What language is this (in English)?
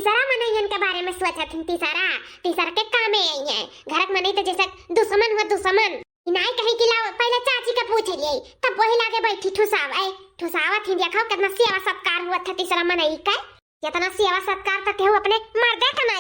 Awadhi